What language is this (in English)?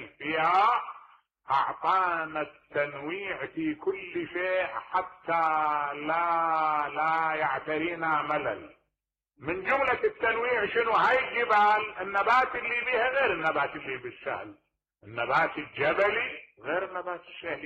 Mesopotamian Arabic